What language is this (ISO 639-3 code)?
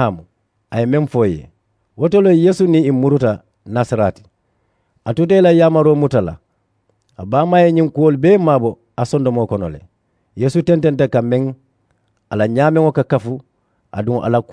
man